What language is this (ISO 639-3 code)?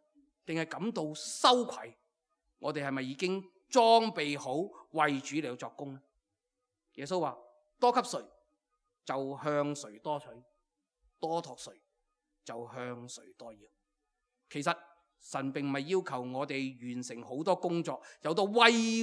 yue